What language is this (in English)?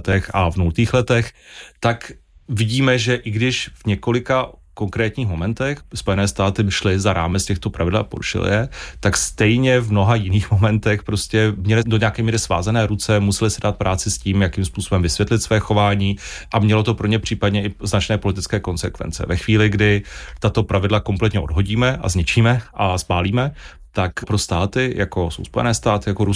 Czech